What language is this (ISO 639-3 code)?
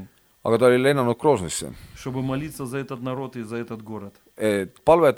est